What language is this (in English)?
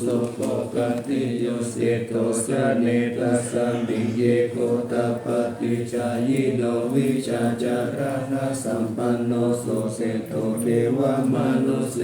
Pali